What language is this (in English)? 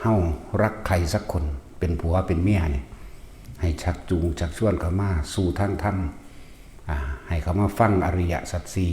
Northeastern Thai